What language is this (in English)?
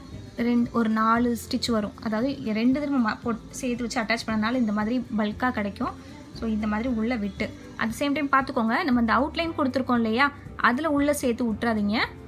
Tamil